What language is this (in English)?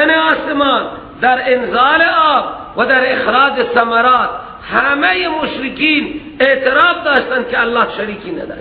Persian